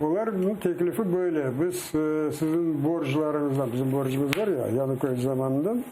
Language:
Crimean Tatar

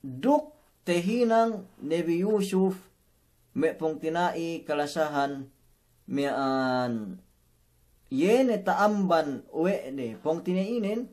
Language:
Yakan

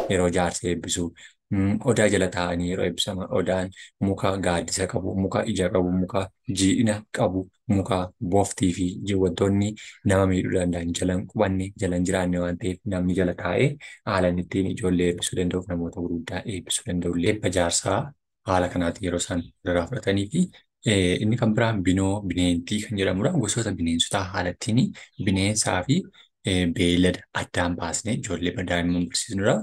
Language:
Oromo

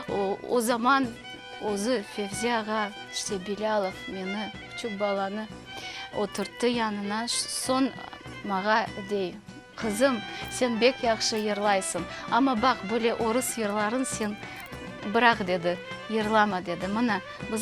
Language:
Crimean Tatar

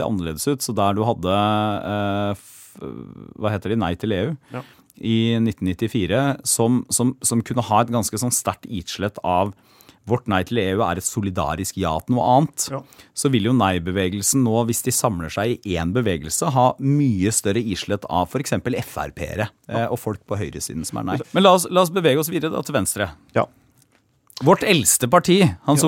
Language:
Norwegian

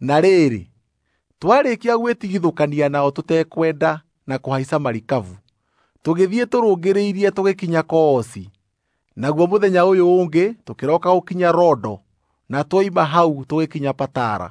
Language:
Kikuyu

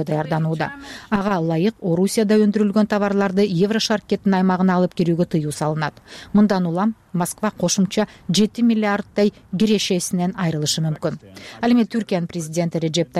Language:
Kyrgyz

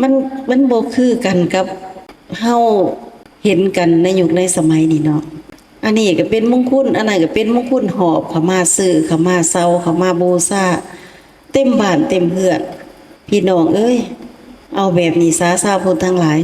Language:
Lao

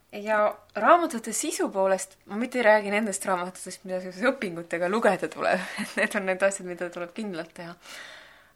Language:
Estonian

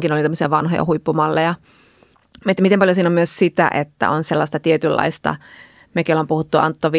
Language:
Finnish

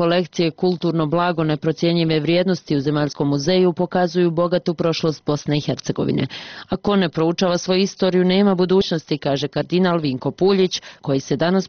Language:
Bosnian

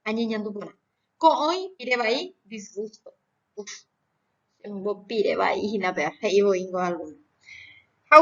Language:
Guarani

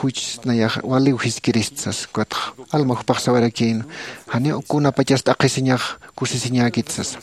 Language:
Aymara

